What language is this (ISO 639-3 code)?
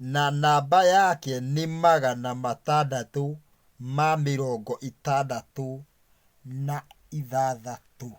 kik